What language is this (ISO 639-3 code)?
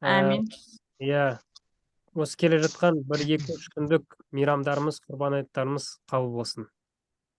kaz